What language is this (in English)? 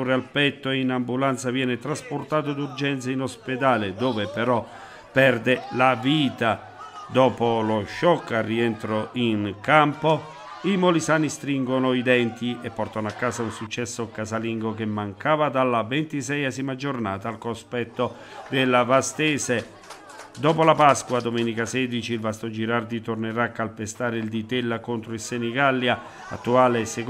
Italian